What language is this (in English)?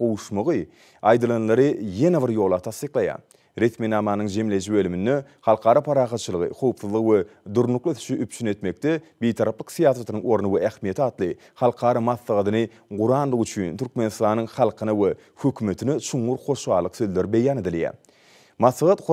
Turkmen